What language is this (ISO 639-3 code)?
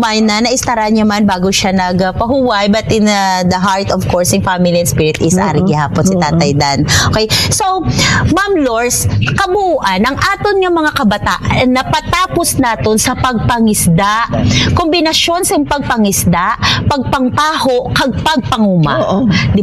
hil